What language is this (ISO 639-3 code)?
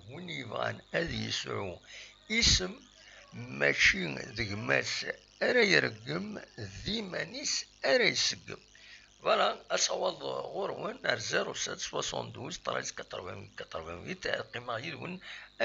kab